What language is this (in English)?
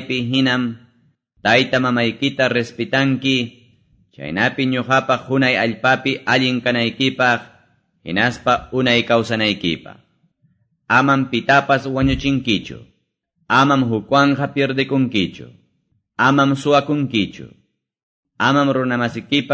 Quechua